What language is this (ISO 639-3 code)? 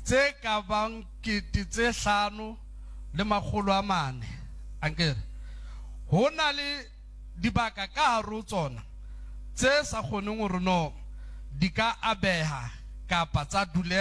sot